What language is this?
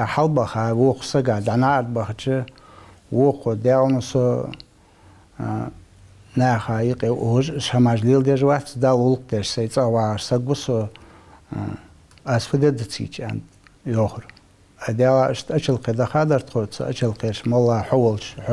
Ingush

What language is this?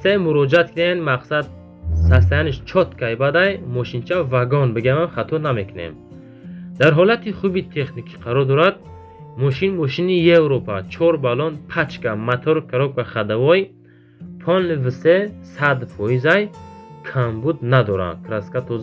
Tajik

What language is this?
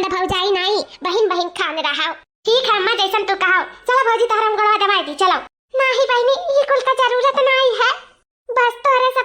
Awadhi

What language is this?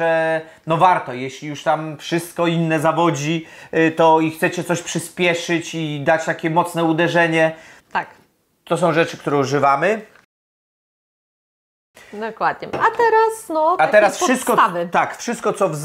Polish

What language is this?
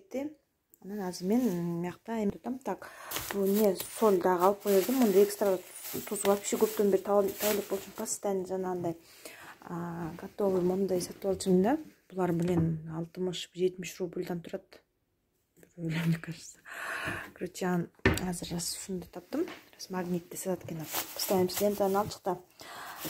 Kyrgyz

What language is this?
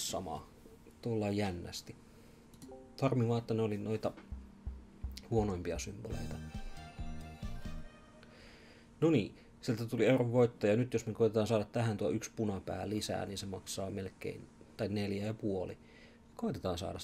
Finnish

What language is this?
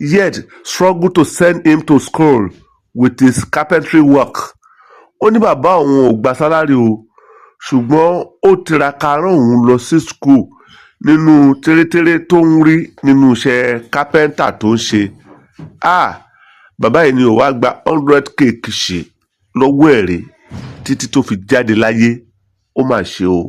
Yoruba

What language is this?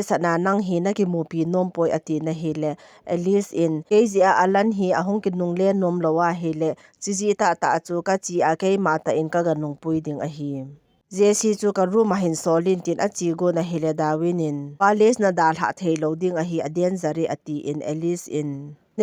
Thado Chin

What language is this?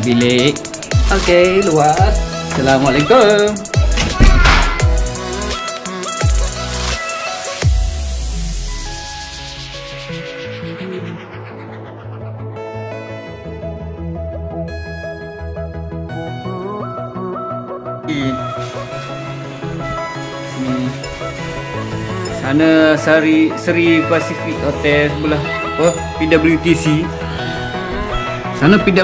Malay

